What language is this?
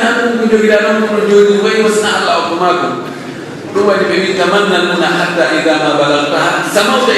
Pular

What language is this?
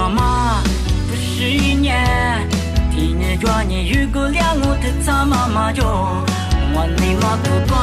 Lisu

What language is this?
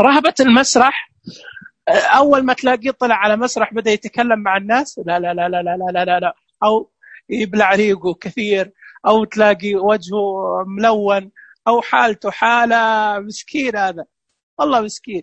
Najdi Arabic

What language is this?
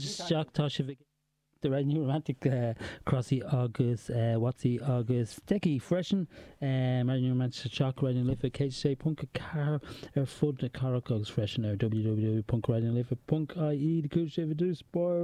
Irish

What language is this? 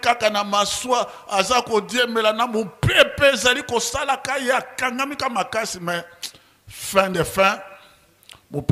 Lingala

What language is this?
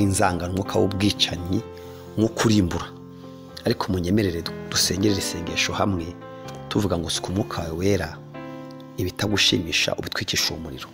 Kinyarwanda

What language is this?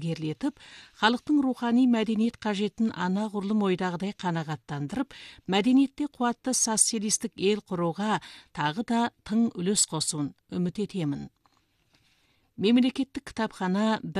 Kazakh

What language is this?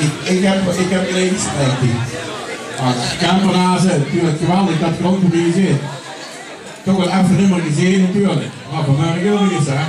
Limburgish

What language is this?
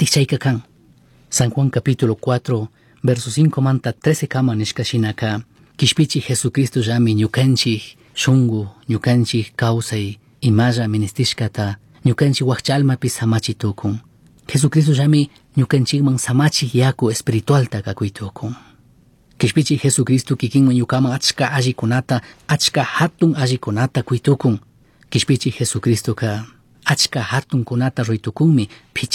Chimborazo Highland Quichua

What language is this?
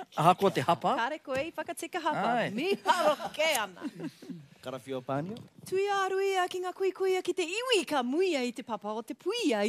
Māori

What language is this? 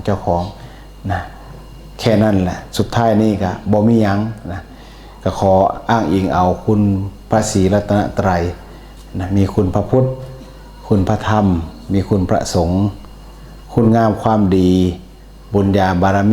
Northeastern Thai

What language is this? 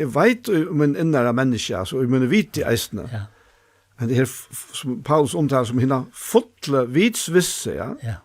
Faroese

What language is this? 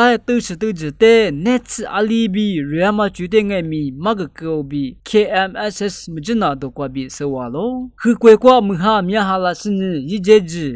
Lisu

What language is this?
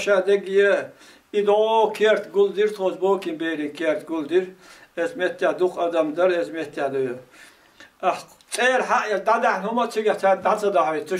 Chechen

